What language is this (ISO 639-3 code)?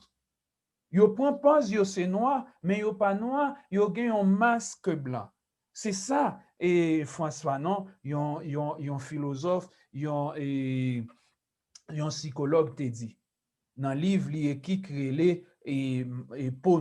hat